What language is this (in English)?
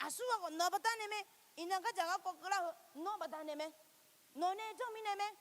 Akha